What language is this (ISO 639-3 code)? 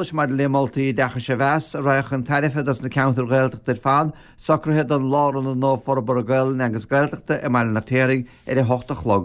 gle